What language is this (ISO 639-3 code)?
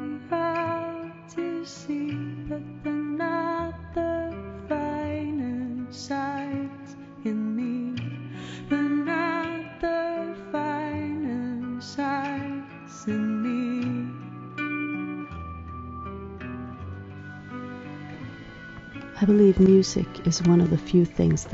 eng